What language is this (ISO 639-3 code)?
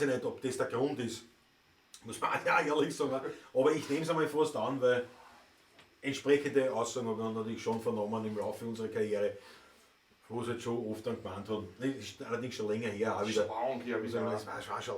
bar